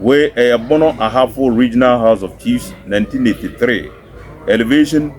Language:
Akan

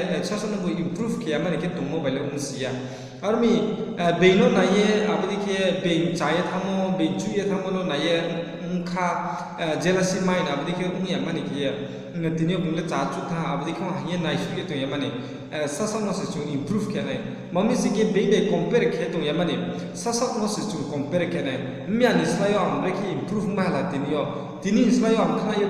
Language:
Riang (India)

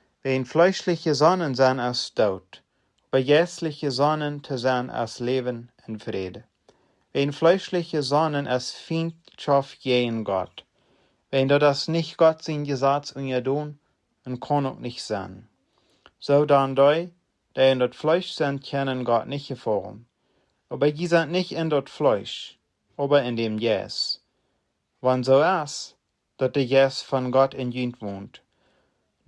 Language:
Plautdietsch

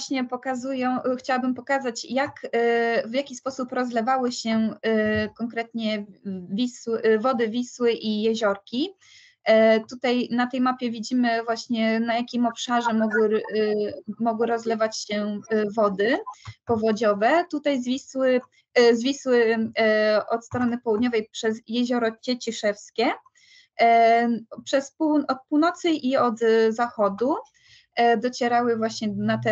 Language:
Polish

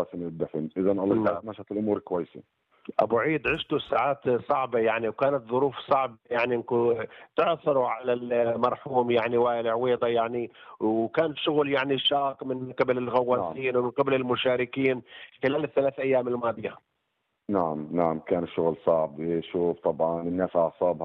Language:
North Levantine Arabic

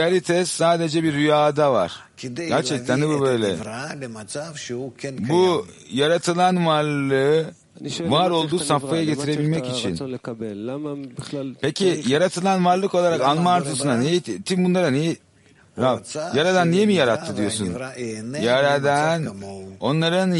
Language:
Turkish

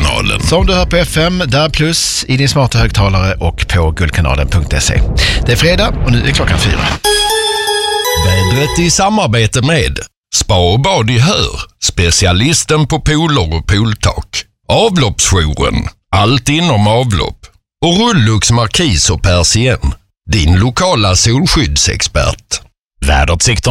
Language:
Swedish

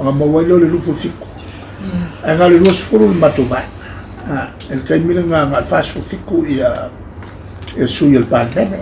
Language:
Samoan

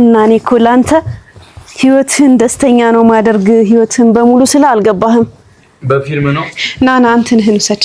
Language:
Amharic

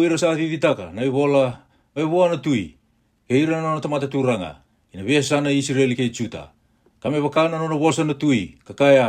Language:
Fijian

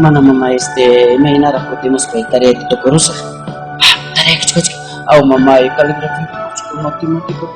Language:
Ayacucho Quechua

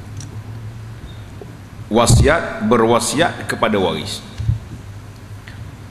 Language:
Malay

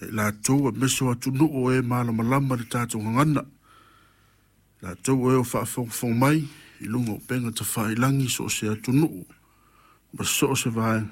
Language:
Samoan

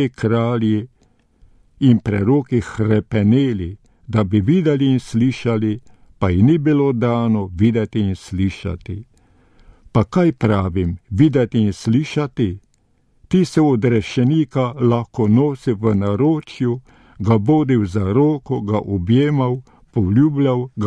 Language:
Slovenian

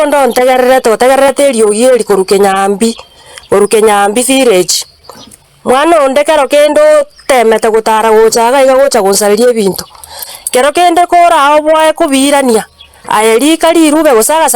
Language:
Gusii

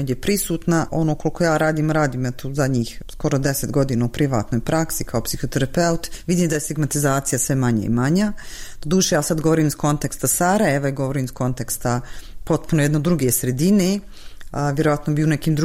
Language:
Bosnian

